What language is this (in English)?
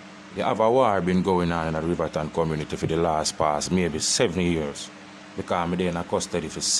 Jamaican Creole English